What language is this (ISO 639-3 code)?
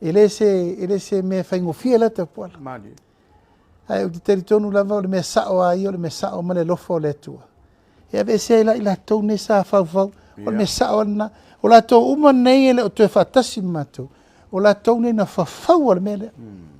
smo